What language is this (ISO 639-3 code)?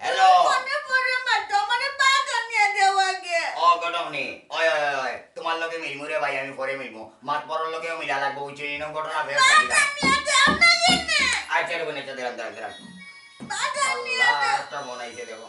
syl